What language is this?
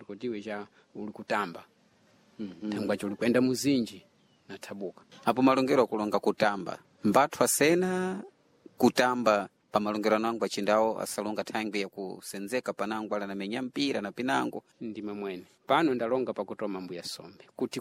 Sena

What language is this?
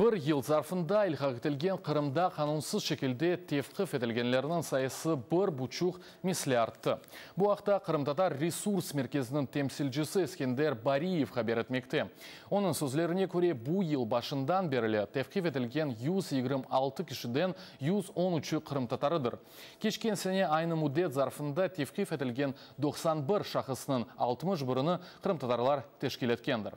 Crimean Tatar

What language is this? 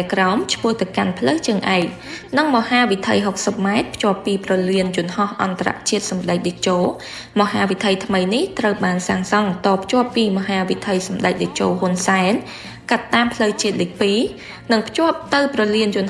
Khmer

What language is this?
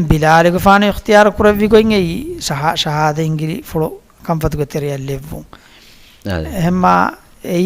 Divehi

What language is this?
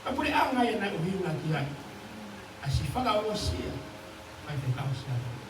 Tongan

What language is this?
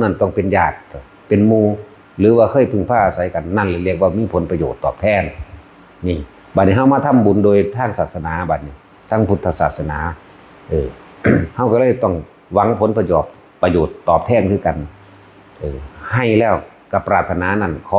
Lao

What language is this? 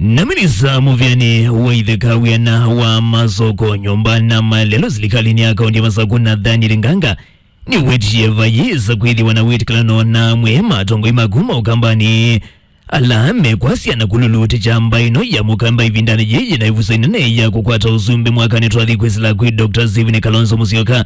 Kamba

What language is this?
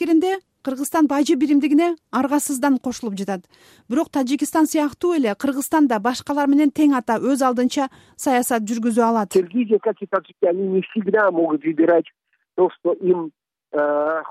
Kyrgyz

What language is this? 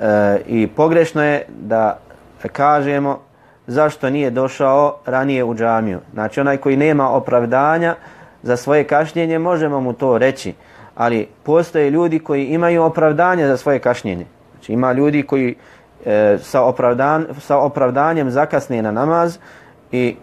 Bosnian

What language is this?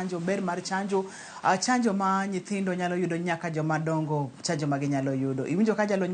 Luo (Kenya and Tanzania)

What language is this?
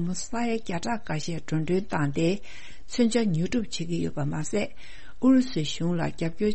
Tibetan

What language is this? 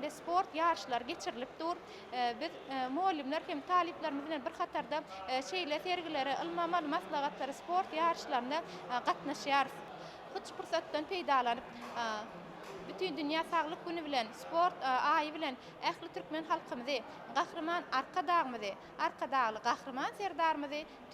Turkmen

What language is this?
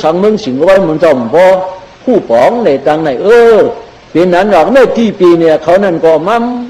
Shan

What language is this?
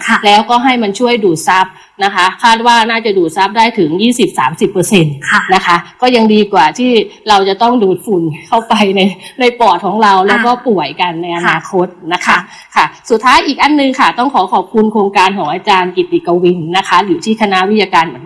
Thai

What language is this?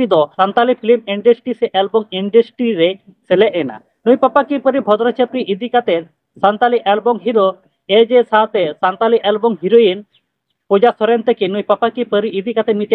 Santali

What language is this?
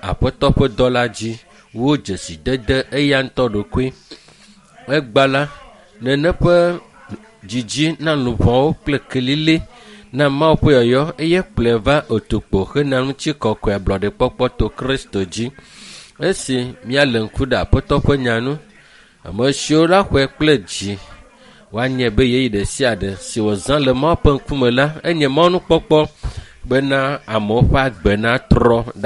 Ewe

